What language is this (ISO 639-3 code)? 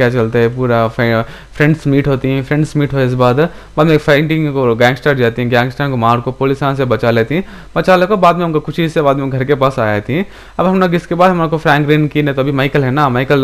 hin